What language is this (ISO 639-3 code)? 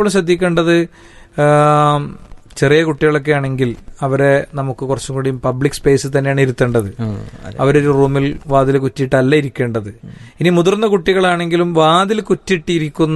mal